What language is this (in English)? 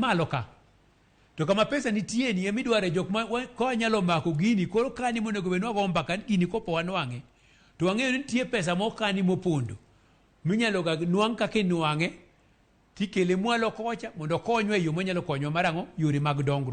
Luo (Kenya and Tanzania)